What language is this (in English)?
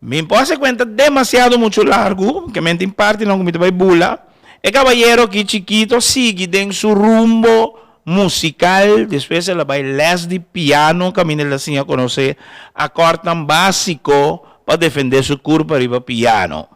Papiamento